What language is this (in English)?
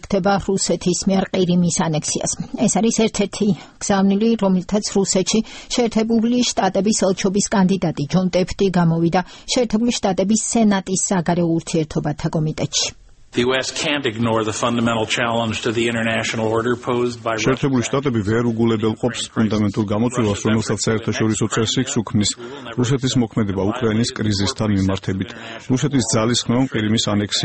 Georgian